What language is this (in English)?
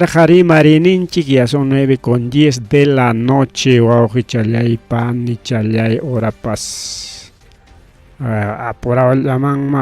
Ayacucho Quechua